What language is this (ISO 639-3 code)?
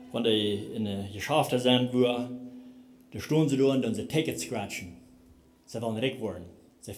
pdt